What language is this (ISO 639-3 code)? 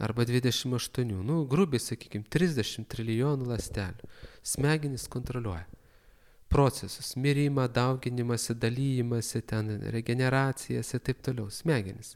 lit